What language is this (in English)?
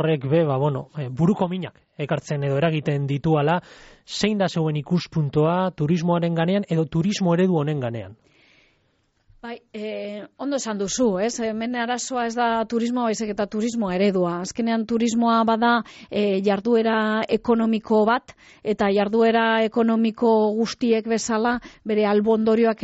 Basque